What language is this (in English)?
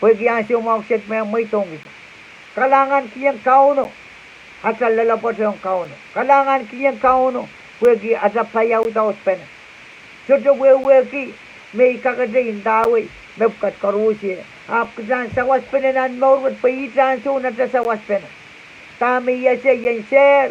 Pohnpeian